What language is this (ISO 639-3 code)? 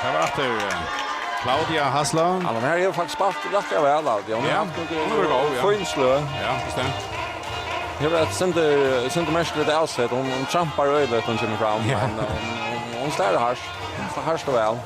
fao